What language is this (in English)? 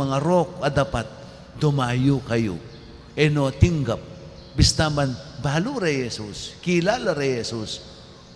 Pampanga